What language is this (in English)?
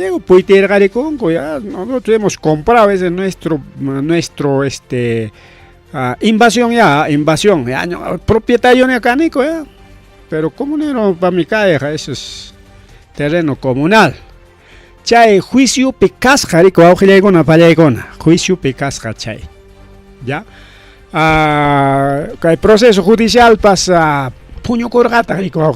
Ayacucho Quechua